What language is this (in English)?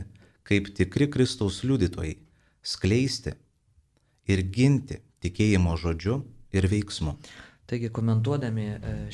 Lithuanian